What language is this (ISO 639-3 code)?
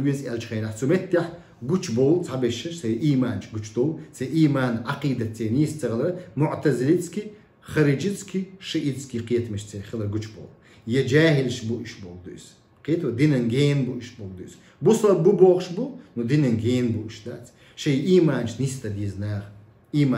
che